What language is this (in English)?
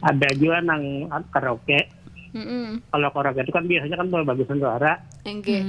Banjar